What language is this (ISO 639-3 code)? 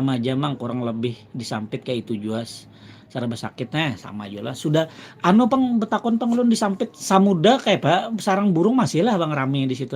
bjn